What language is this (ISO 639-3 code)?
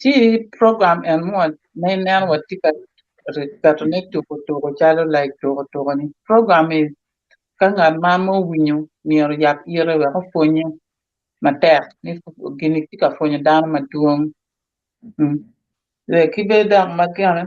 ach